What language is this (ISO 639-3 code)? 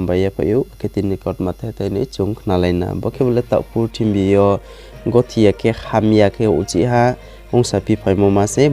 ria